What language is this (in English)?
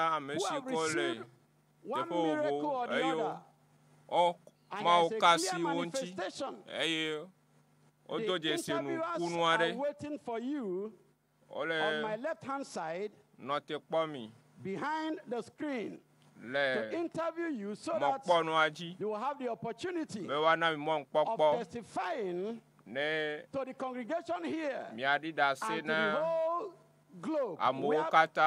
Ewe